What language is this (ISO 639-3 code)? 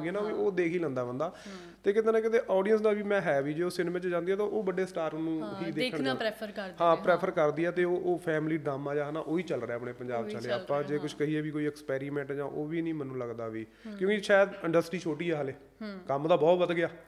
pan